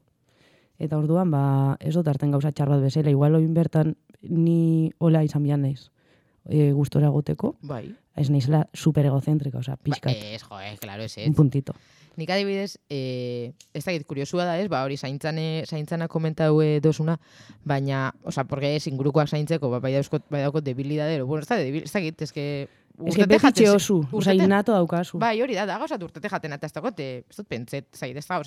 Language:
Basque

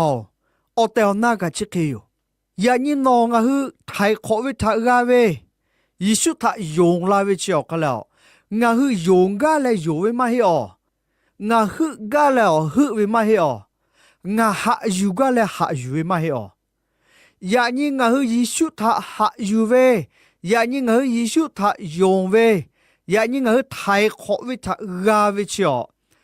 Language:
Lahu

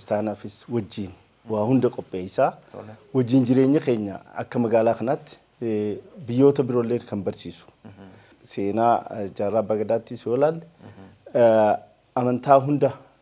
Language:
Oromo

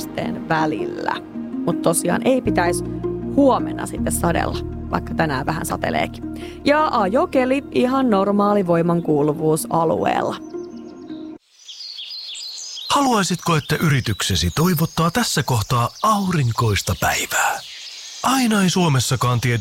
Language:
Finnish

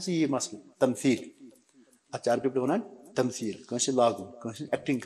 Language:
Kashmiri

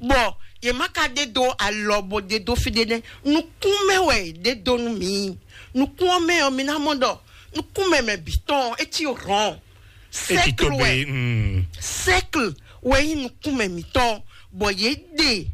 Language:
Fon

